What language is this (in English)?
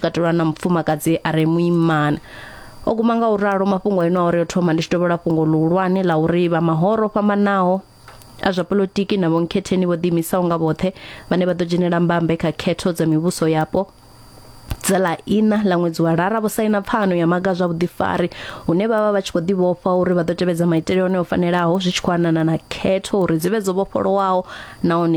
Venda